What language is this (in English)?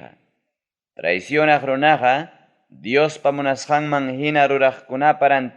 Ayacucho Quechua